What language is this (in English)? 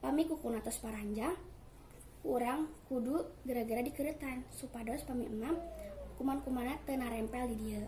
Sundanese